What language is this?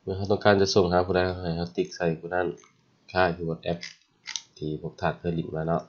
Lao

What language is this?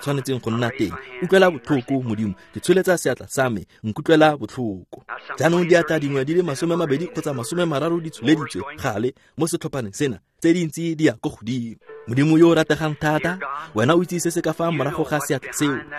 Tswana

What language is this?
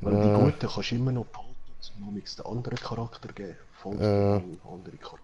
Swiss German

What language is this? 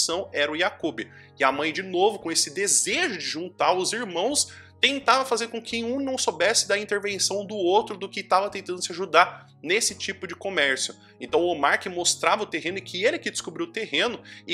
Portuguese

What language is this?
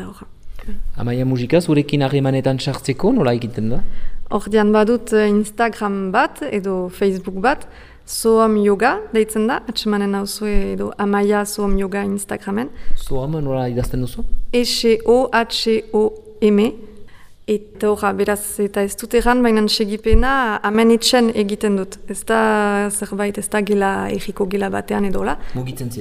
Basque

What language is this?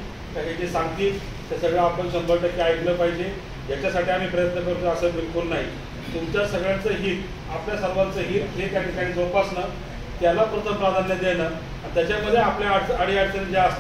Marathi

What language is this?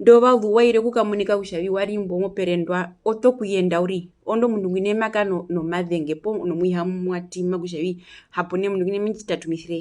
Herero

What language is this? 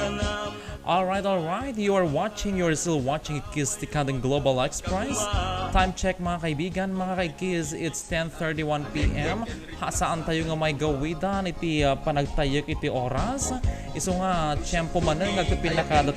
Iloko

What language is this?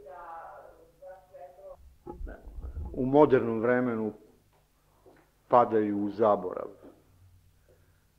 Serbian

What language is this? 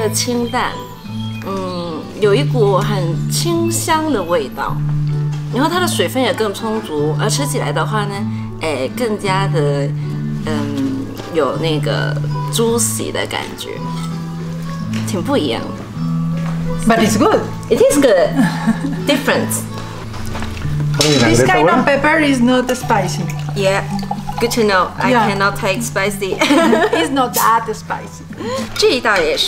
Chinese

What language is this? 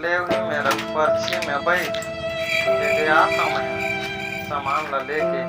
Chhattisgarhi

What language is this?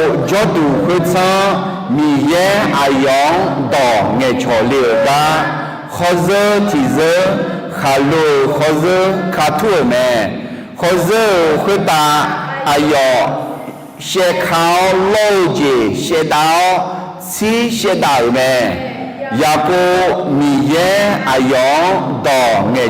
Akha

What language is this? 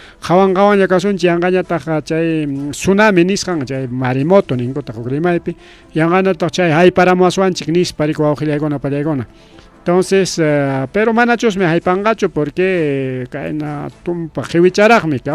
Ayacucho Quechua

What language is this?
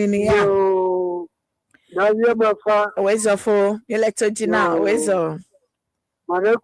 Ewe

